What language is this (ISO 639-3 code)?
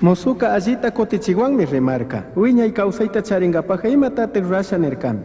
qug